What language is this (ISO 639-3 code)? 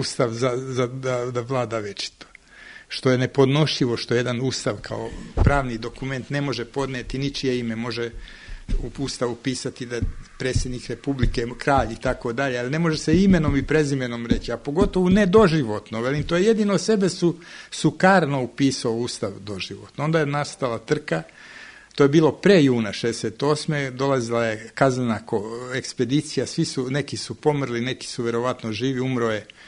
srp